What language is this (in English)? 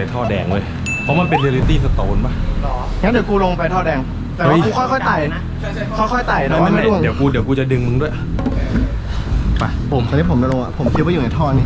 Thai